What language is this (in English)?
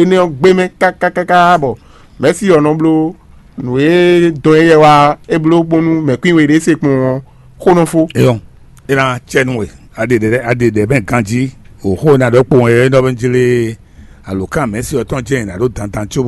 Fon